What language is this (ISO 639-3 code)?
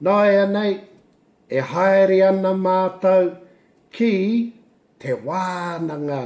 mri